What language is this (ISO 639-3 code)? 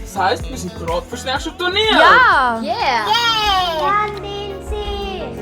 gsw